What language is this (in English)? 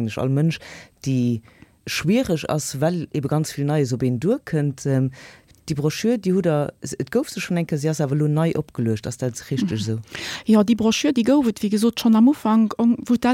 Luxembourgish